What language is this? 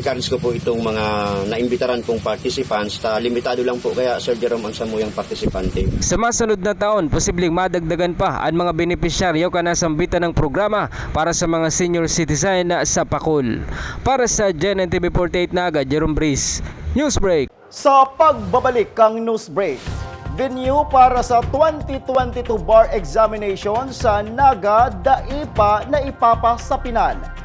Bikol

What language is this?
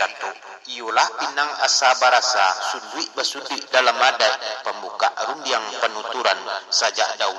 Minangkabau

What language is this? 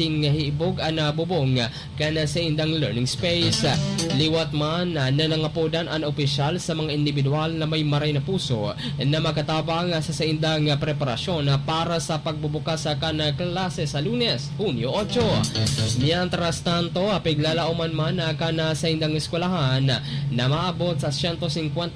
Bikol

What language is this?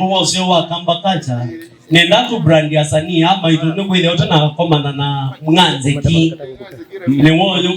Kamba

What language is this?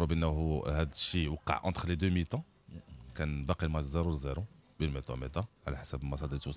Moroccan Arabic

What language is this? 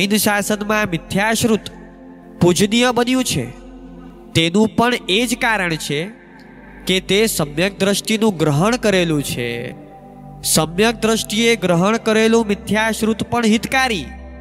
Gujarati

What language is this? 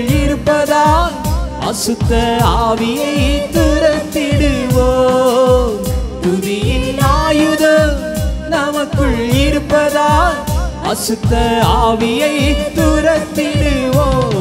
Tamil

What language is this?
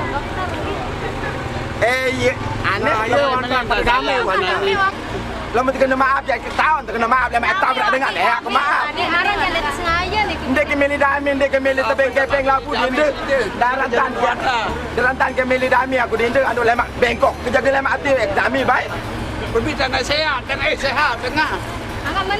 Sasak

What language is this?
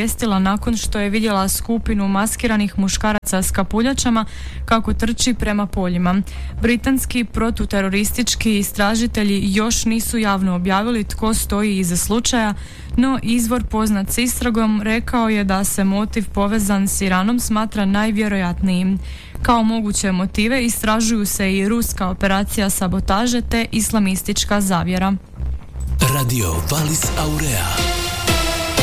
Croatian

